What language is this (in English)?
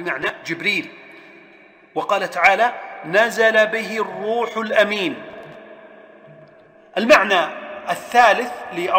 Arabic